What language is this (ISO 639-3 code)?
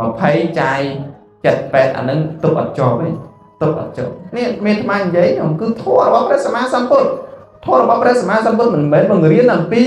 khm